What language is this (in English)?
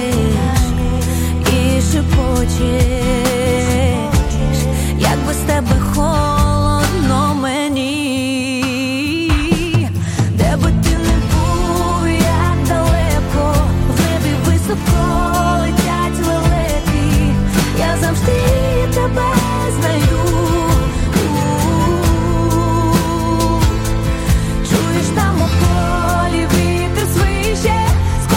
Ukrainian